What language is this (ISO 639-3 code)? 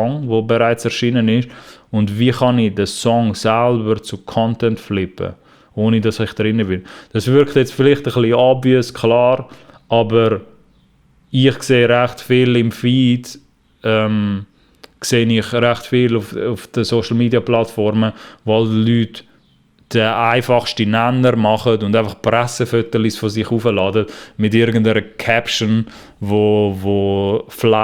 gsw